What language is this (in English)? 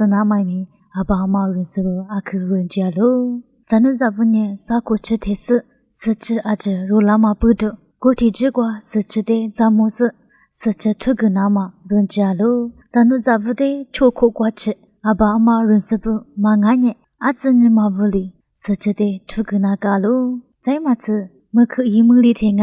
Lisu